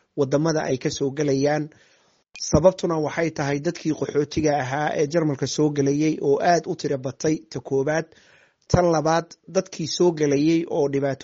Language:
Somali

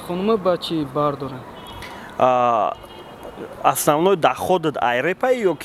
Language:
Tajik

